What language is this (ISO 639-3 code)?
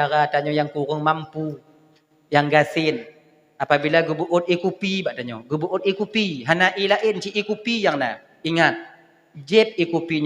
ace